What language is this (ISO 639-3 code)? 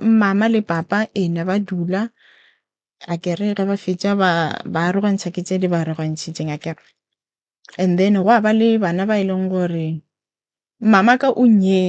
nso